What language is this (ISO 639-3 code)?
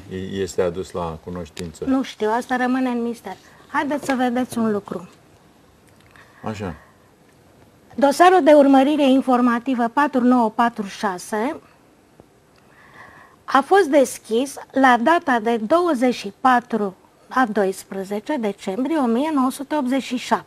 ron